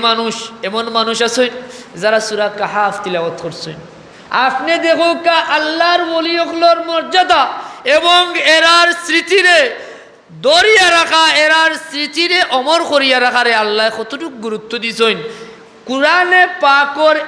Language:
Sylheti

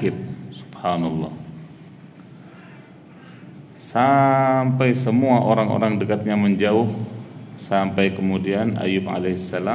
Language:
Indonesian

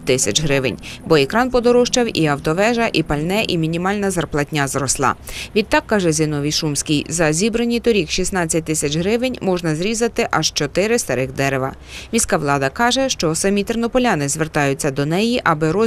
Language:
Ukrainian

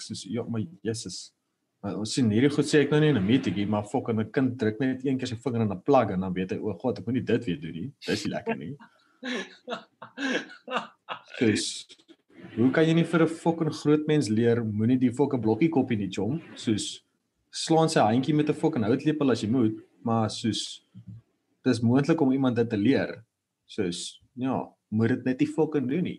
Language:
Afrikaans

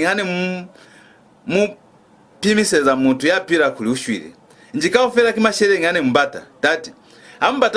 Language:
Lozi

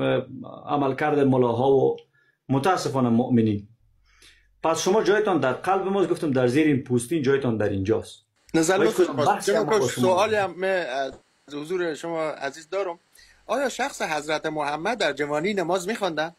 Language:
Persian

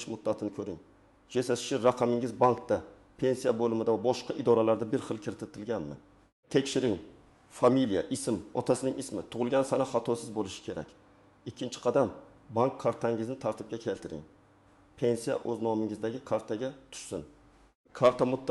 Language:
Uzbek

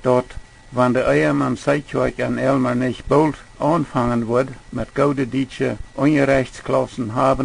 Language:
Plautdietsch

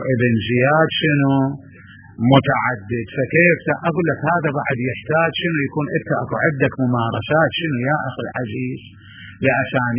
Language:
Mesopotamian Arabic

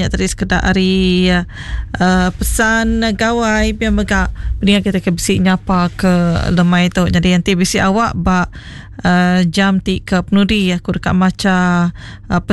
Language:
Iban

